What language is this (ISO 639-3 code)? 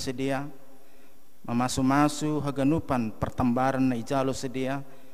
bts